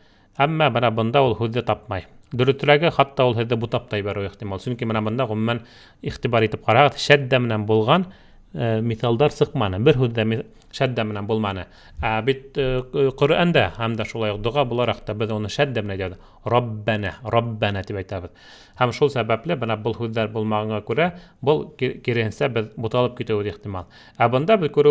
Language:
Bashkir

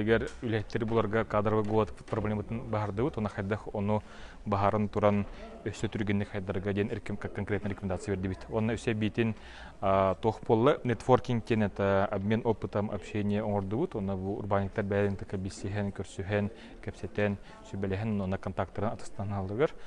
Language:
Yakut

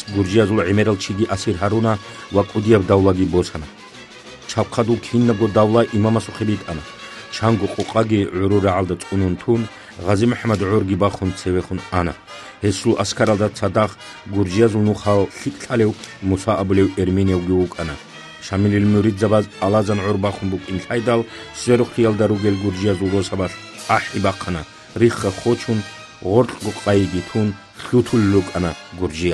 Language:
Avaric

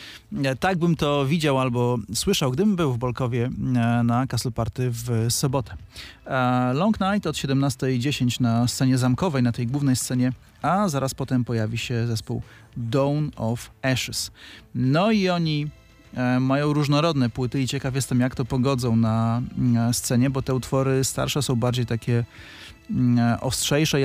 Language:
Polish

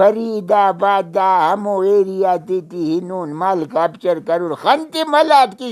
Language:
Brahui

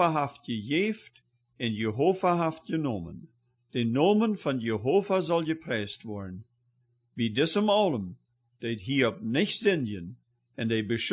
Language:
Plautdietsch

